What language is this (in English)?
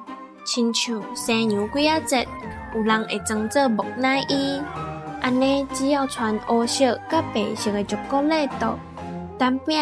Min Nan Chinese